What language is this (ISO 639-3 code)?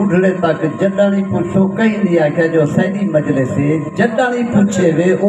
skr